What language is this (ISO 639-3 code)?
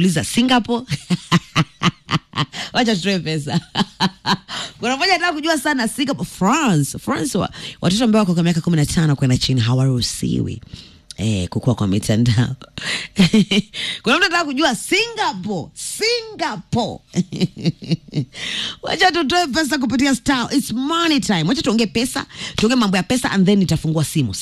swa